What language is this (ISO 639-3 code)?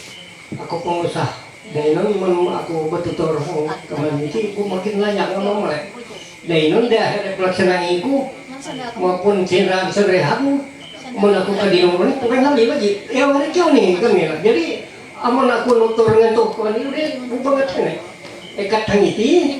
mhy